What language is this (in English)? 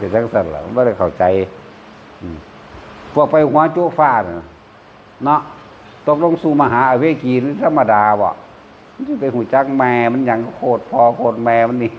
Northeastern Thai